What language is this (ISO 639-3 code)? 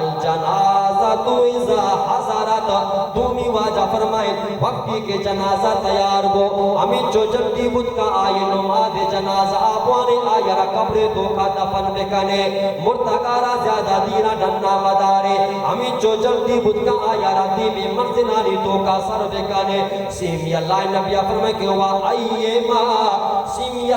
bal